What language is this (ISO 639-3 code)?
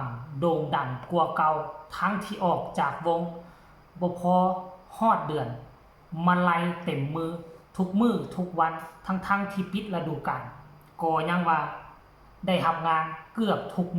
tts